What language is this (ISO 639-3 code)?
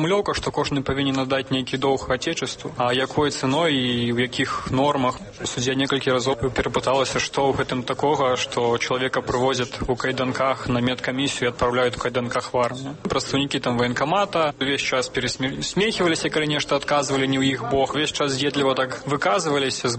bel